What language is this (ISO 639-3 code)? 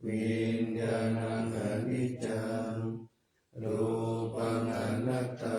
pli